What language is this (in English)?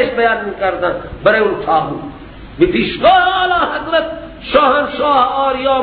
Persian